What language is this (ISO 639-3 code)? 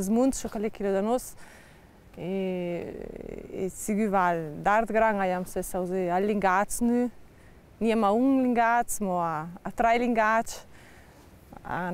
lld